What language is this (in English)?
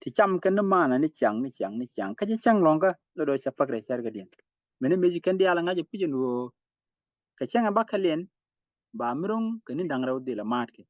Nuer